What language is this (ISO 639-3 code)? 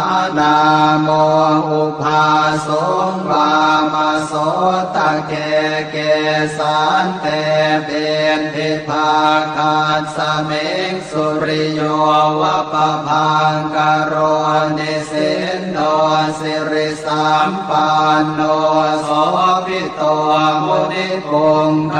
pli